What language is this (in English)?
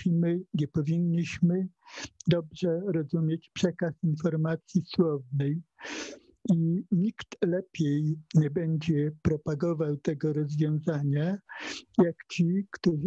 Polish